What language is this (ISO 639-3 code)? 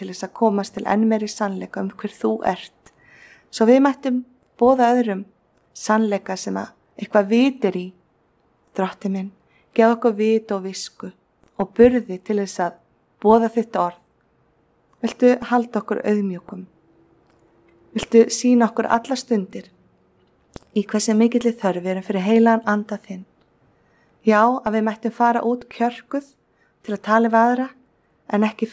isl